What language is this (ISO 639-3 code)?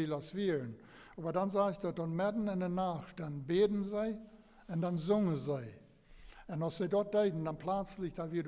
pdt